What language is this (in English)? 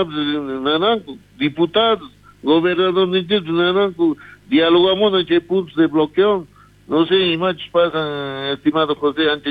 South Bolivian Quechua